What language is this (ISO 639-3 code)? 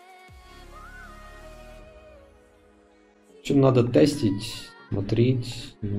rus